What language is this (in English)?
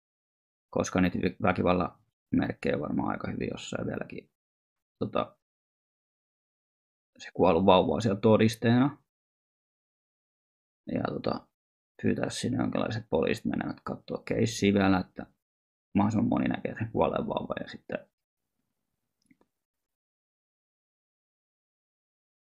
Finnish